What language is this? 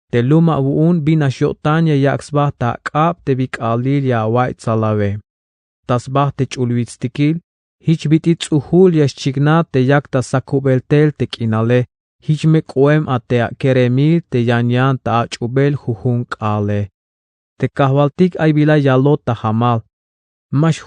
Tzeltal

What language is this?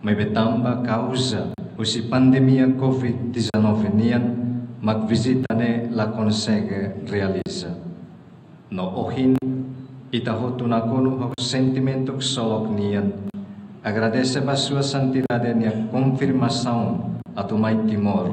Tetum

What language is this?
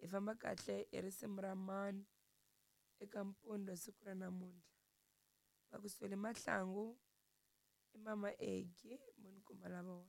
Tsonga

